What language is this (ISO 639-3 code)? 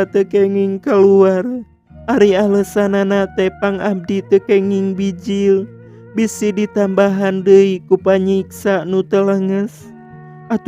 sun